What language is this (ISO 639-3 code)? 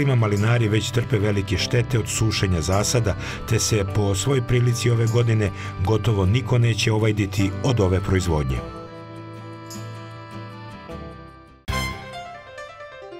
srp